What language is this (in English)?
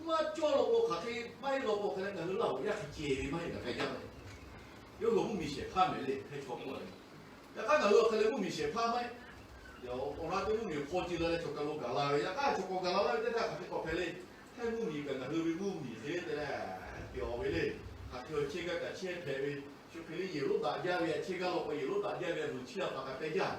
Lahu